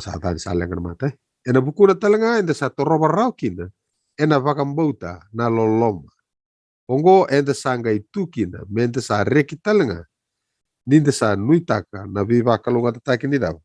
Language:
Fijian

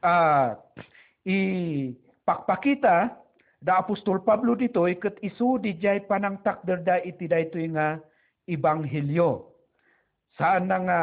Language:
Iloko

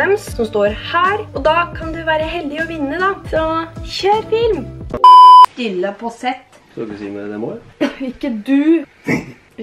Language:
Norwegian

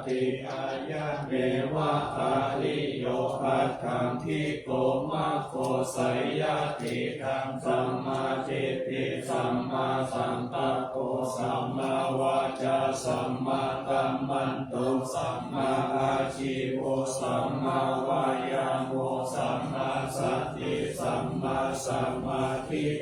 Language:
Pali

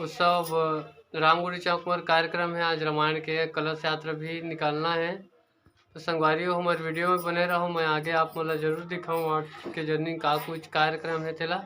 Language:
Chhattisgarhi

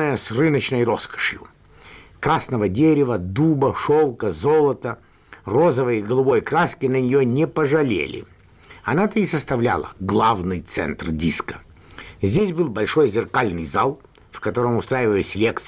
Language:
Russian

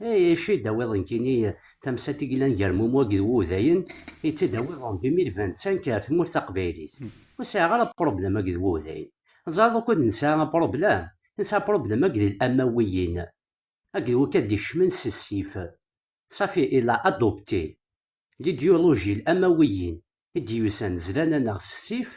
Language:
Kabyle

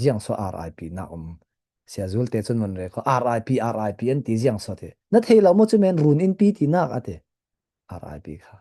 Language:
Falam Chin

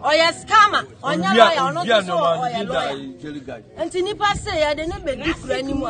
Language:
Akan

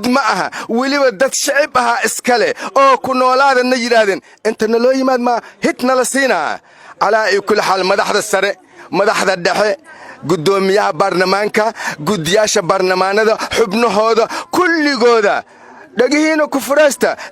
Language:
Somali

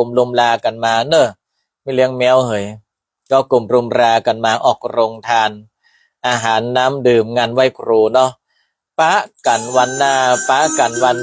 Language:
Northern Thai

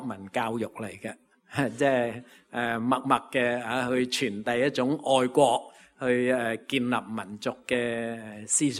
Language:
Cantonese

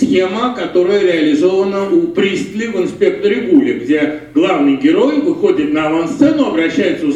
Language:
Russian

